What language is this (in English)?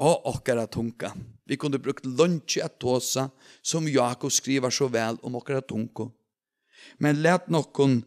Faroese